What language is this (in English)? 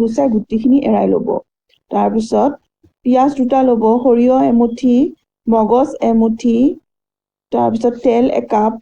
Assamese